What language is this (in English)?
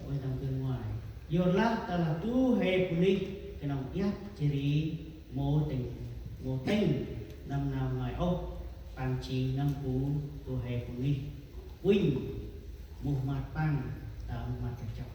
Central Mnong